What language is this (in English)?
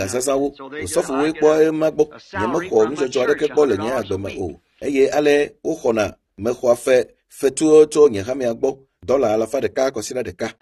Ewe